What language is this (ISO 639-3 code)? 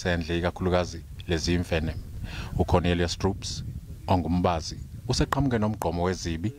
zul